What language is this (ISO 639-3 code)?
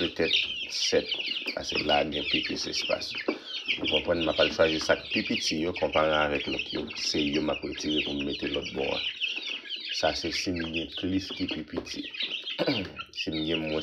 hat